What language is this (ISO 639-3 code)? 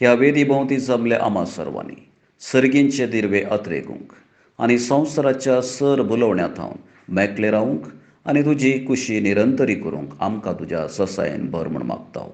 kok